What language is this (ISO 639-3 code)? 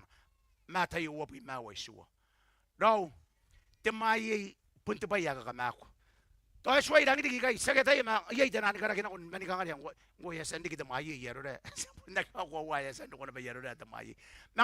gil